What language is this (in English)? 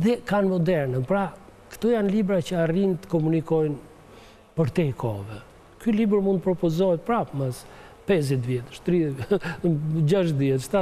Albanian